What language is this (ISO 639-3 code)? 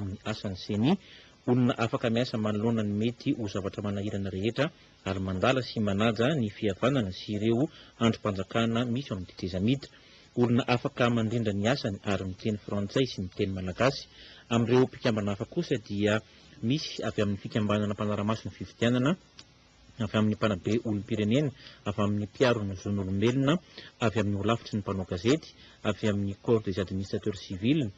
mlg